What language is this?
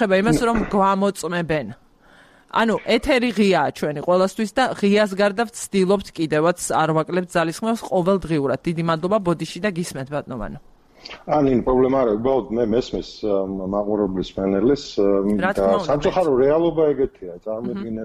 Georgian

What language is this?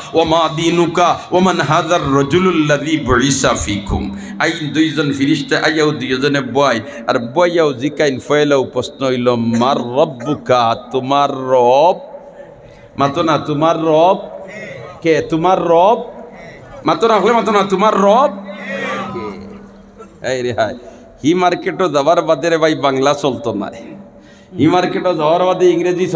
Sylheti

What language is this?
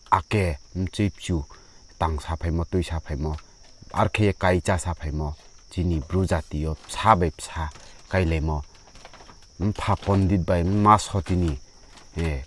Riang (India)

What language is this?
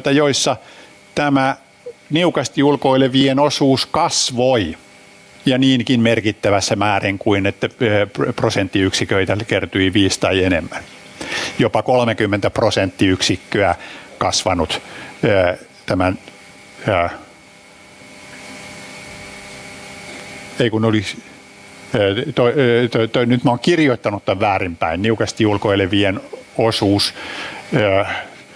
Finnish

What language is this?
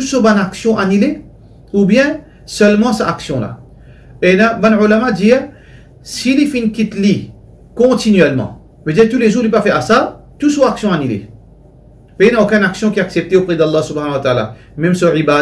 Morisyen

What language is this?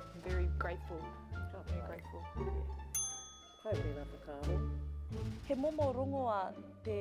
Māori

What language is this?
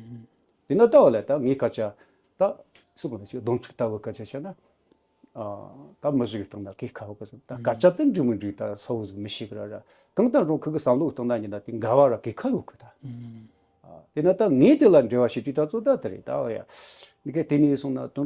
Tibetan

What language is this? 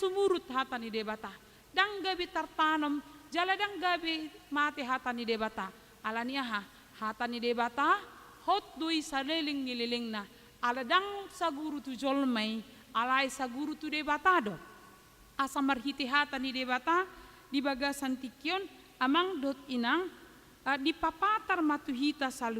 Batak Toba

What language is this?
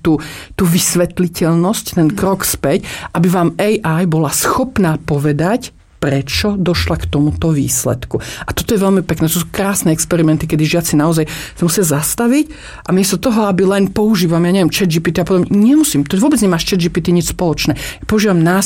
Slovak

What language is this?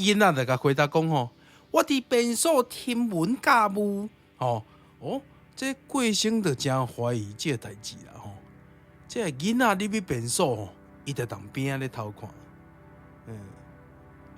Min Nan Chinese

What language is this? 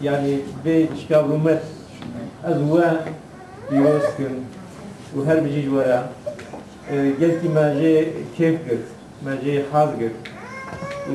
Kurdish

